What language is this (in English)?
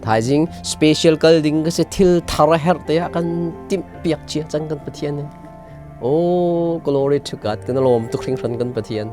Hakha Chin